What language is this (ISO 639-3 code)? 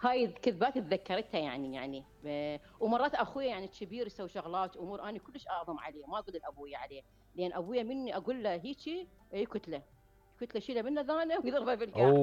acm